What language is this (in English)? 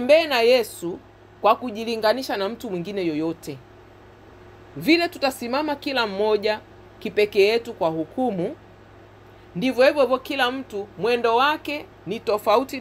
Swahili